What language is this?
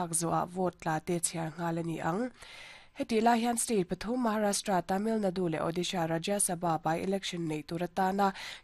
Mizo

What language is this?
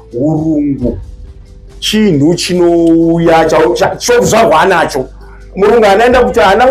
Shona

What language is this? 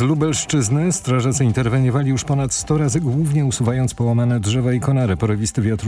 Polish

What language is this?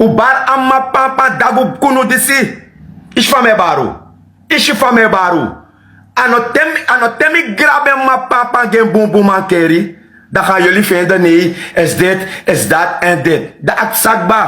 Sranan Tongo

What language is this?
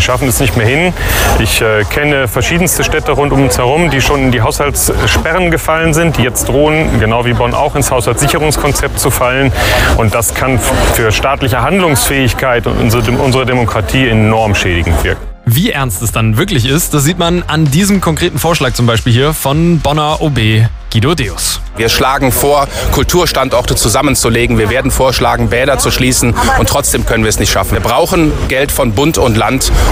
German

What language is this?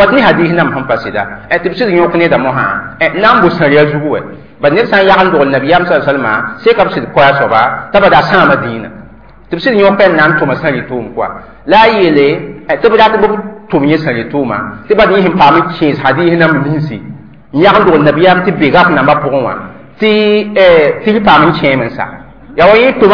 Mossi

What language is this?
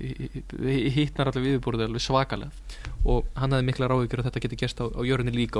Icelandic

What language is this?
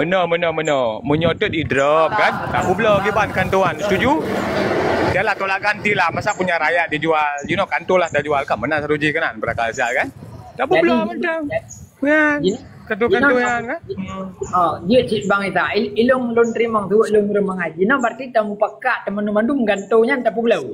Achinese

